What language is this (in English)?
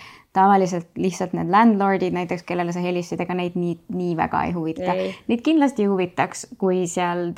Estonian